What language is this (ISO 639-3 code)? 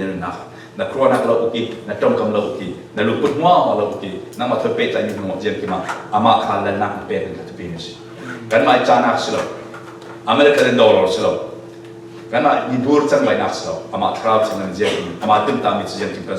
cfm